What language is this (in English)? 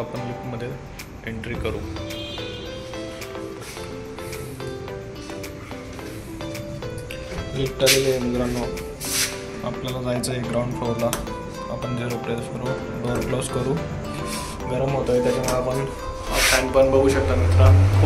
Marathi